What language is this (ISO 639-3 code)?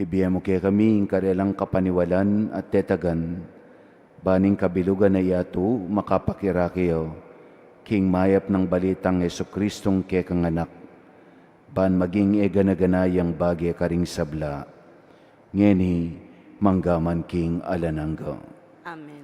pam